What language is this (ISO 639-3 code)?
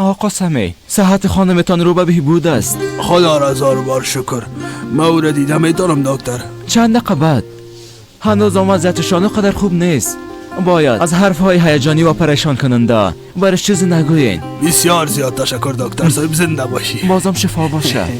fas